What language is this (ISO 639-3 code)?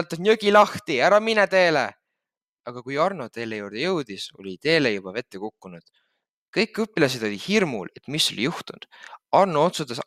est